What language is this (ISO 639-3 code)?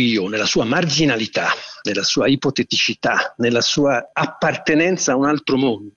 ita